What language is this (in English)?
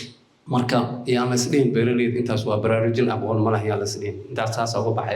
Somali